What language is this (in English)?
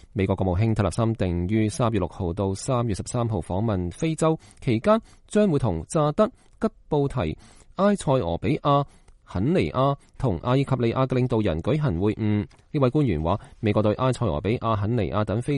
Cantonese